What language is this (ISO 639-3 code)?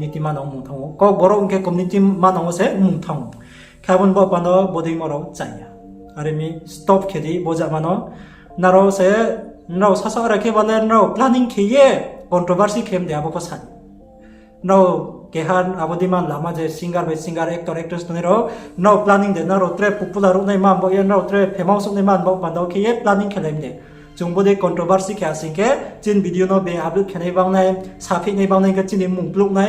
ria